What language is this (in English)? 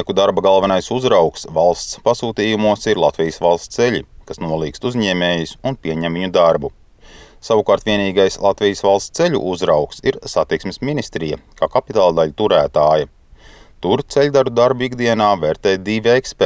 Latvian